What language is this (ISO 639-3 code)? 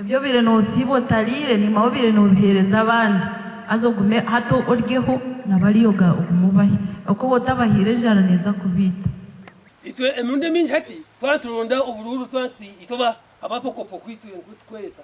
nyn